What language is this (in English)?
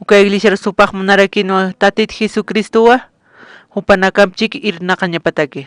Aymara